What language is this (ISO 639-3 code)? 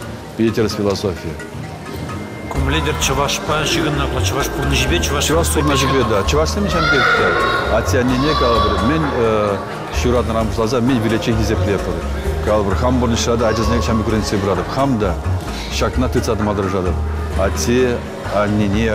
chv